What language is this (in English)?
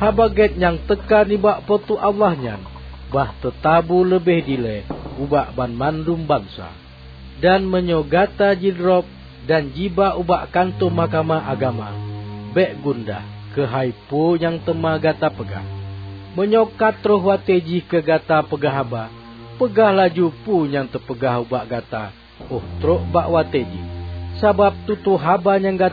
Achinese